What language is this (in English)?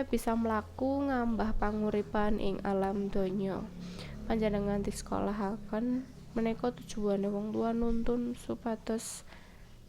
Javanese